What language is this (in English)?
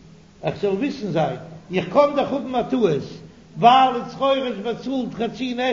Yiddish